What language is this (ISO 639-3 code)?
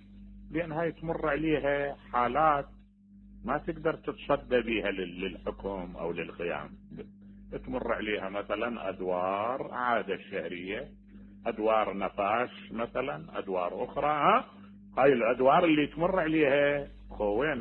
acm